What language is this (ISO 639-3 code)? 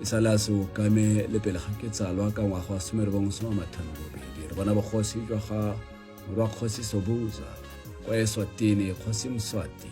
tsn